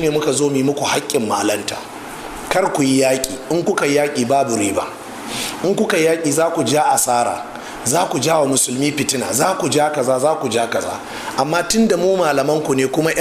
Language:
Hausa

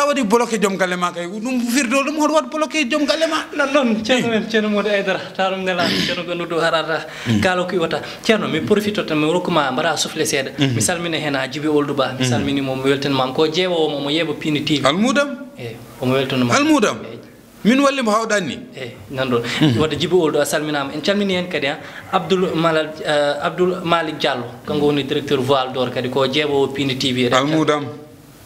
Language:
Fula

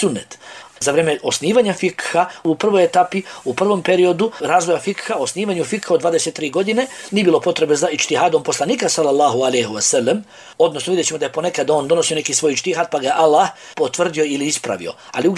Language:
Bosnian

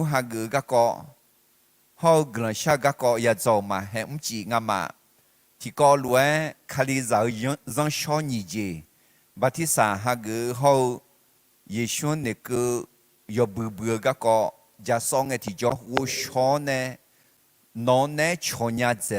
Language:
Akha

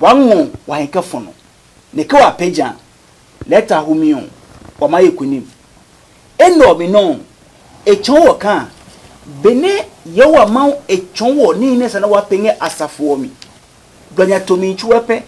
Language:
Adangme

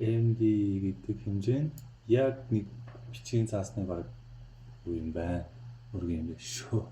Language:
Mongolian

